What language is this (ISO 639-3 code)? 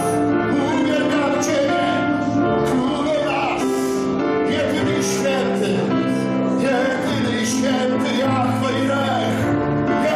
pol